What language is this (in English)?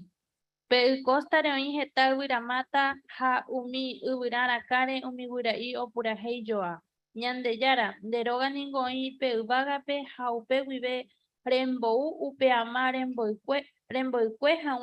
Guarani